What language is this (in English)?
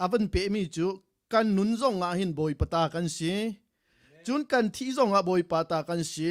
Hakha Chin